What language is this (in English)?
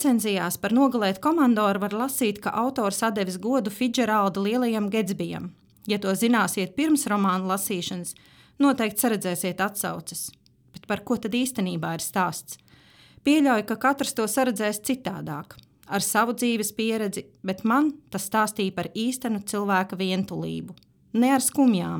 Latvian